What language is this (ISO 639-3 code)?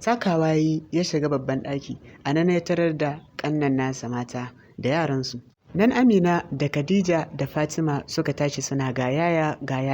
hau